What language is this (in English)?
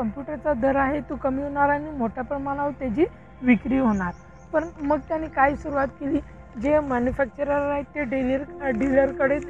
Marathi